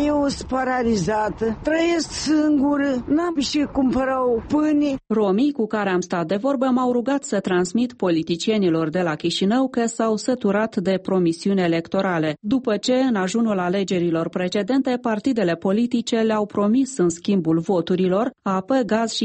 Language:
Romanian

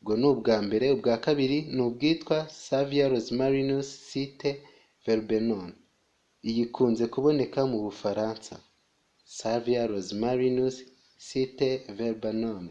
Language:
Kinyarwanda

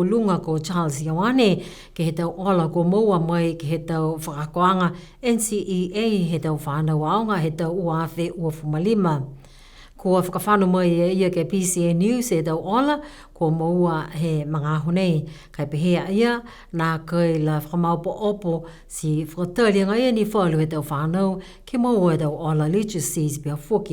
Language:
Niuean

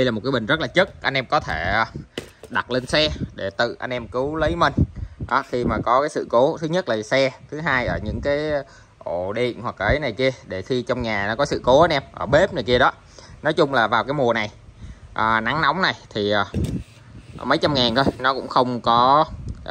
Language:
Vietnamese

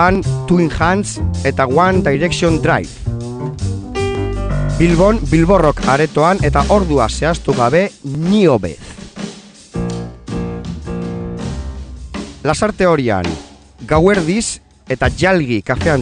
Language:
Basque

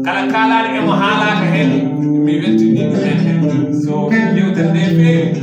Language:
Fula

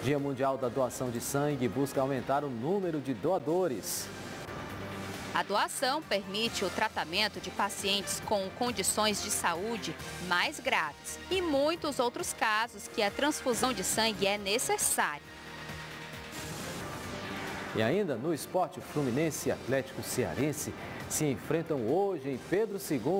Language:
Portuguese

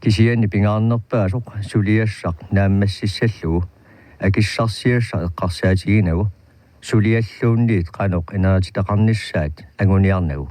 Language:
Kalaallisut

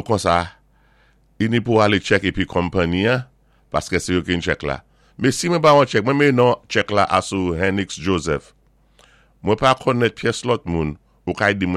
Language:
Saint Lucian Creole French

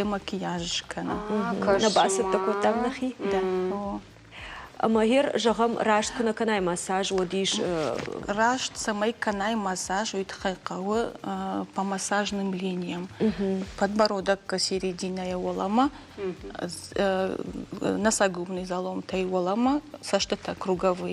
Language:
Ossetic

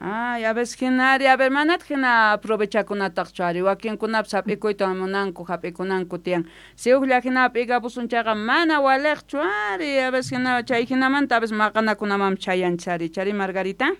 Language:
South Bolivian Quechua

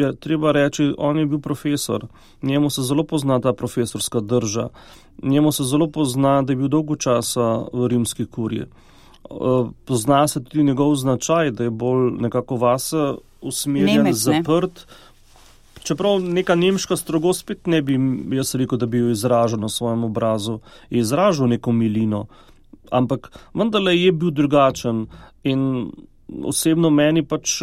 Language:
Slovenian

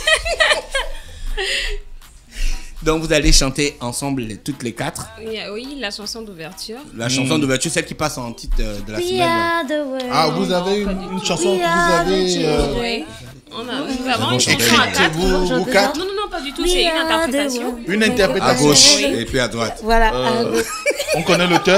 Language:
French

